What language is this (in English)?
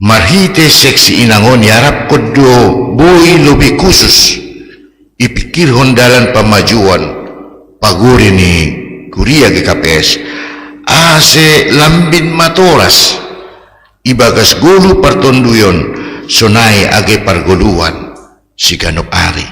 Batak Simalungun